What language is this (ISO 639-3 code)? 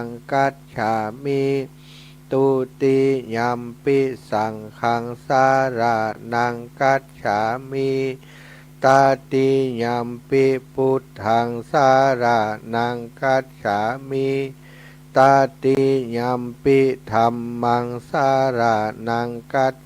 pli